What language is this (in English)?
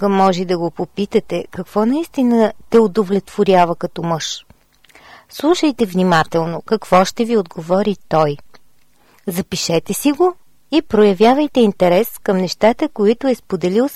Bulgarian